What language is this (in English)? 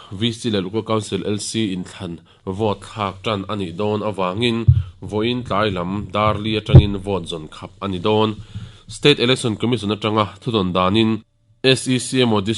Mizo